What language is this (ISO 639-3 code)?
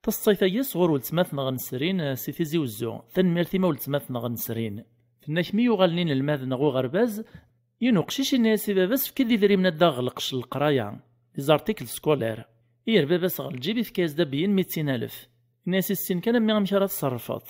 kab